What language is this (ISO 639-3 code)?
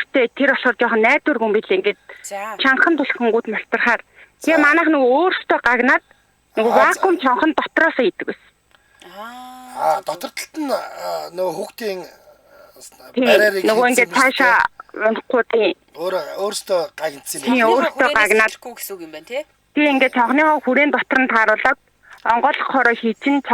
mon